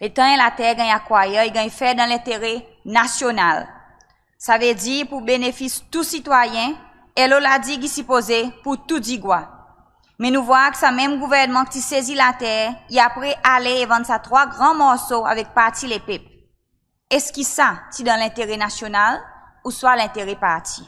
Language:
Seselwa Creole French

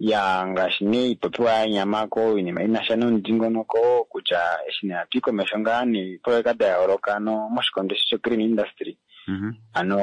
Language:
Kuanyama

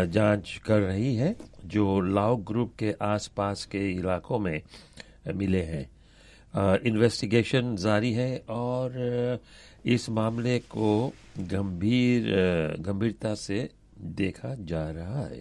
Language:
Hindi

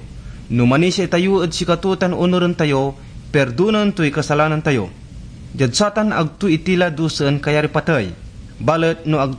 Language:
Pangasinan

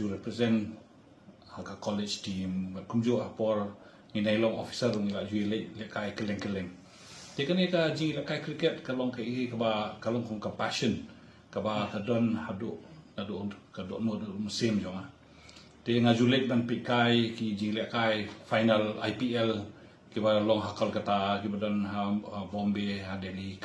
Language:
Khasi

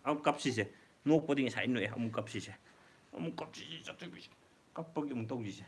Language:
Manipuri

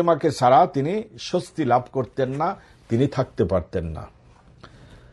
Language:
Bangla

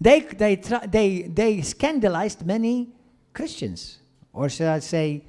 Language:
English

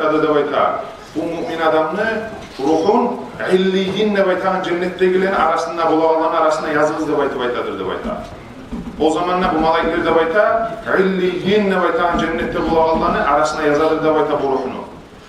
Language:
Kumyk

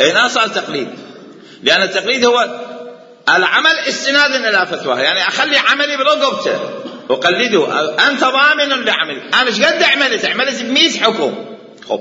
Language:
Mesopotamian Arabic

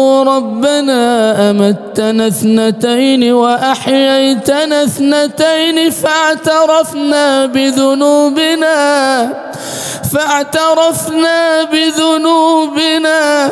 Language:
Arabic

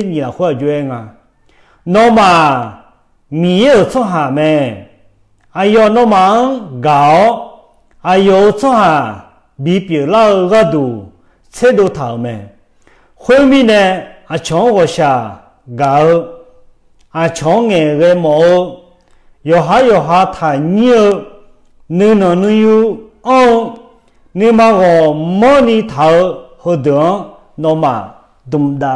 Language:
Akha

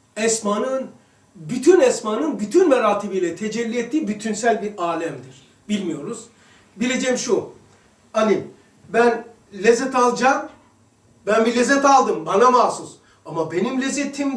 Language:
Turkish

